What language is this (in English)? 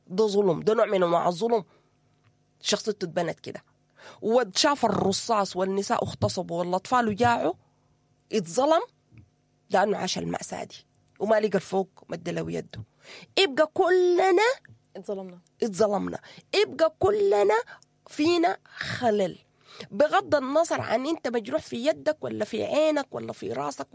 Sudanese Arabic